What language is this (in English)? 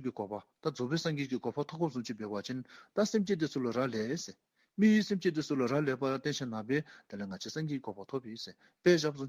Dzongkha